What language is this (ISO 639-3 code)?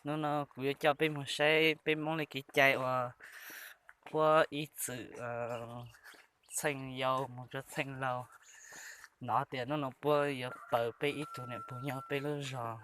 hmn